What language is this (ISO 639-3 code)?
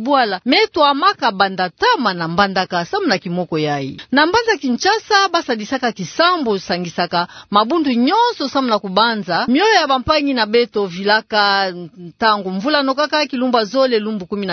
ktu